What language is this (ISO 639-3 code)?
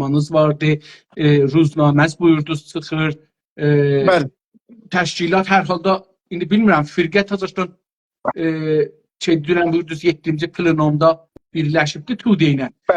azb